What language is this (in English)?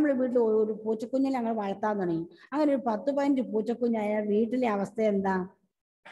Malayalam